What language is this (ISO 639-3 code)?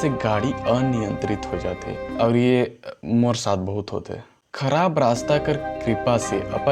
hne